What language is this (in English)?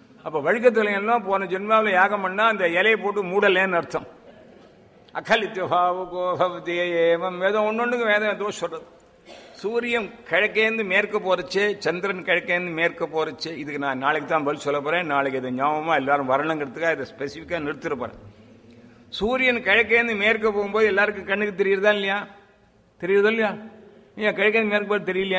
Tamil